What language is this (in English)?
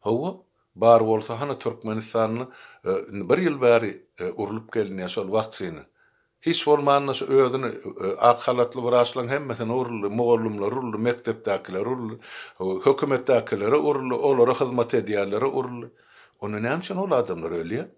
Turkmen